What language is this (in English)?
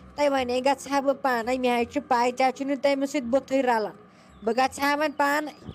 Kashmiri